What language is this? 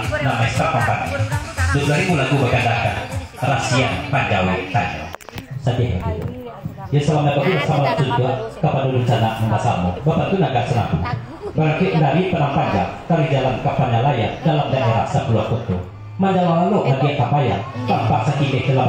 Minangkabau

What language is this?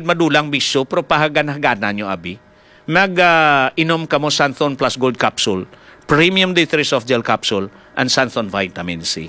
Hiligaynon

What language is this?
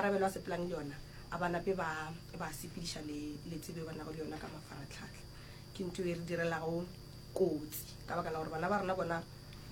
Northern Sotho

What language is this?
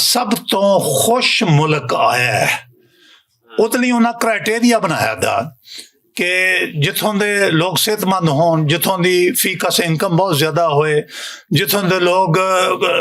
Western Panjabi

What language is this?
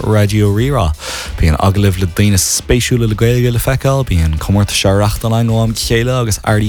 Irish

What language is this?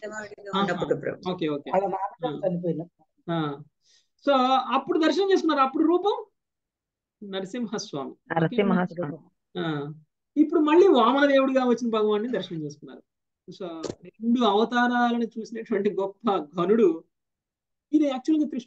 Telugu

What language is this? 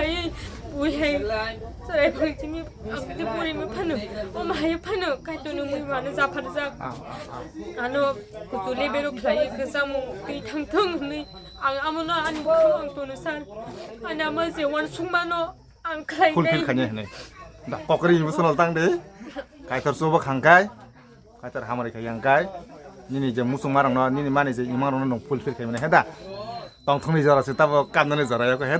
Kok Borok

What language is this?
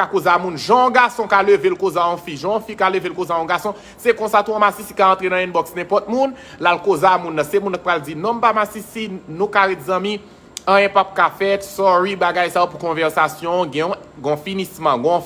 Haitian Creole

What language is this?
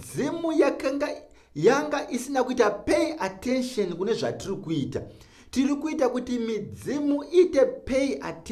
Shona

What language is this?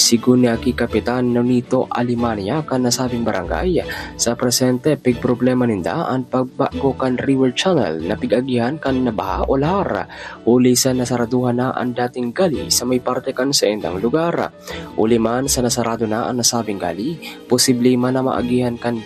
Bikol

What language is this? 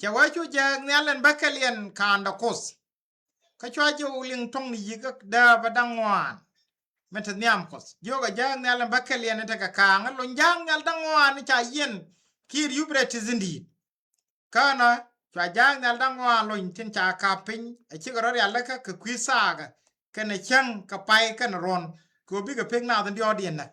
Nuer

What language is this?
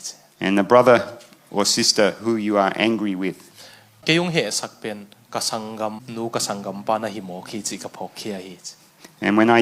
Tedim Chin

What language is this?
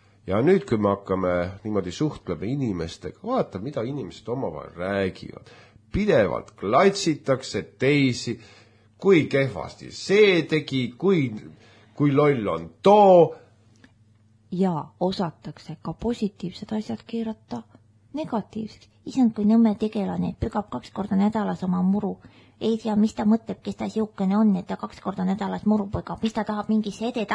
Estonian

